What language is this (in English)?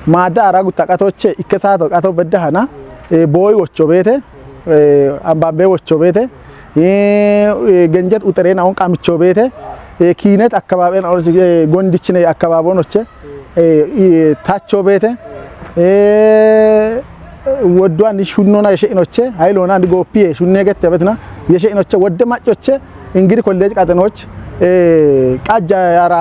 Kafa